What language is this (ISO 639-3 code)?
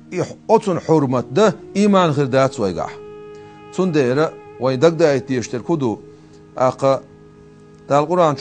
che